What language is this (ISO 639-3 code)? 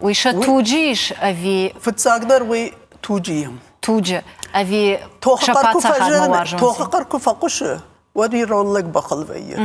oss